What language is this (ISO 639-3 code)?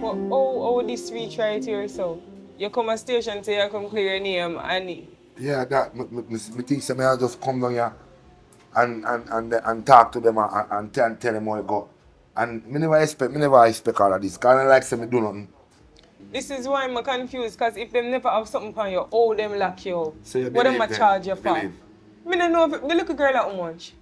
jam